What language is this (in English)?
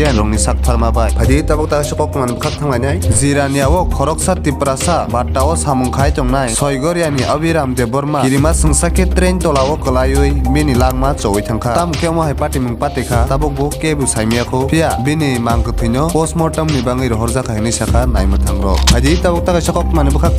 Kok Borok